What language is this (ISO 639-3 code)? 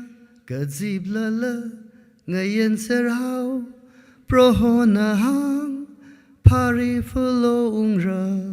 nmf